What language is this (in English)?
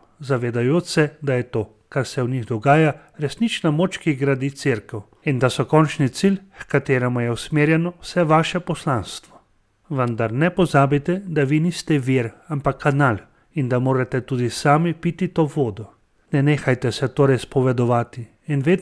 Slovenian